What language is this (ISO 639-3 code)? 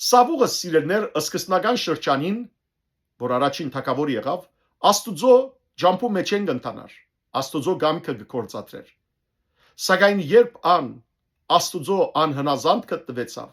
hyw